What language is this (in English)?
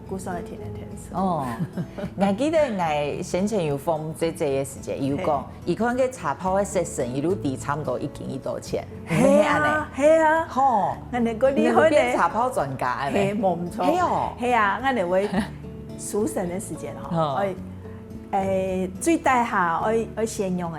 Hakka Chinese